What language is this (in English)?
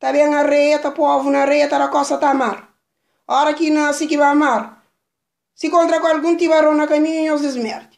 Kabuverdianu